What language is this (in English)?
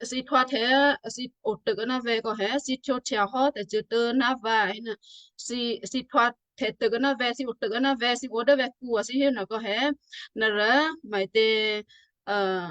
Western Kayah